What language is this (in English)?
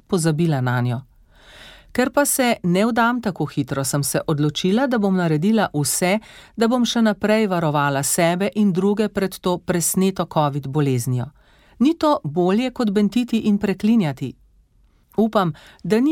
Slovenian